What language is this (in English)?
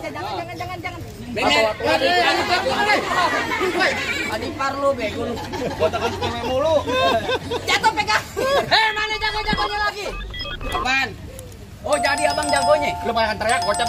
Betawi